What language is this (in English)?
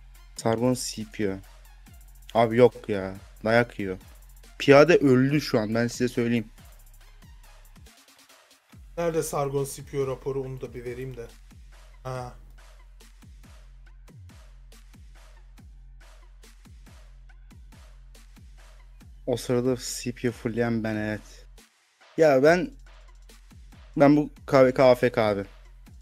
Turkish